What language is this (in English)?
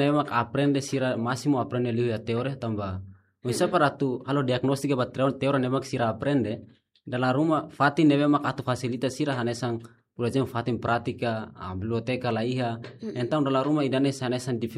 Tetum